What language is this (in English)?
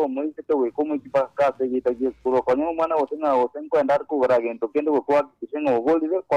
Gusii